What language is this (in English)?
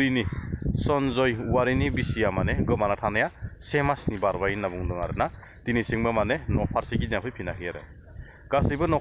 Bodo